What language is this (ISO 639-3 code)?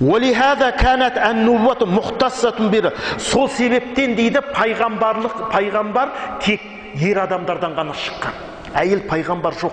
kaz